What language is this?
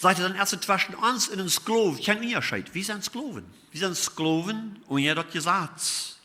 Plautdietsch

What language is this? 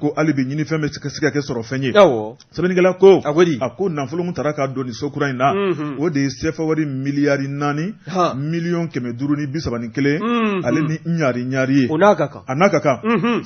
Bambara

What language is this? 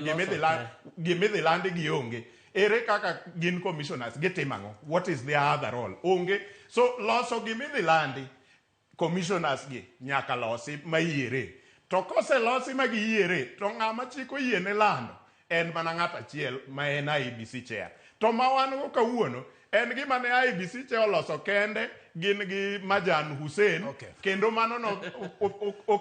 Luo (Kenya and Tanzania)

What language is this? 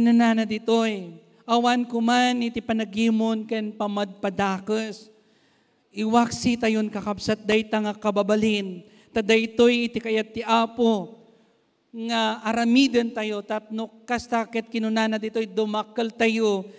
Iloko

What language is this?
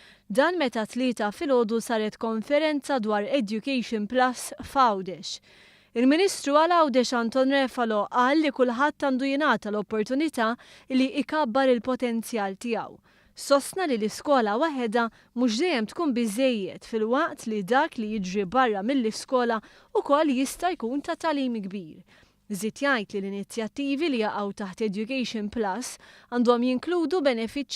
Maltese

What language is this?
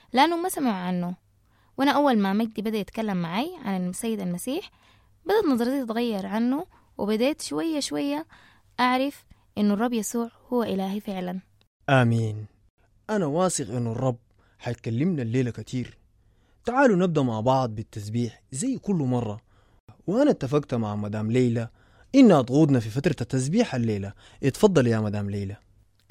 Sudanese Arabic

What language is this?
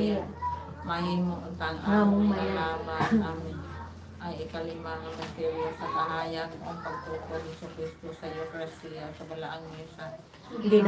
Cebuano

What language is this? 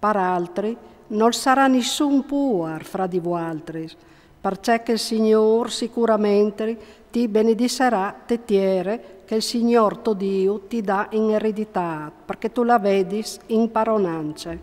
Friulian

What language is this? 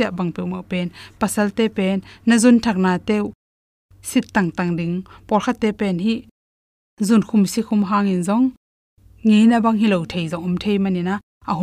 Tedim Chin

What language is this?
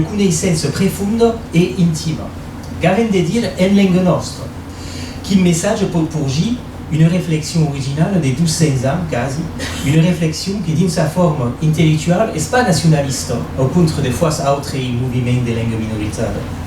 Occitan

